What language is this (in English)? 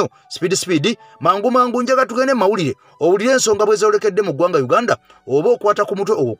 Ganda